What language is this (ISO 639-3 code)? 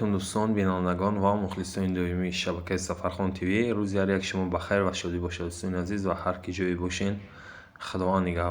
tgk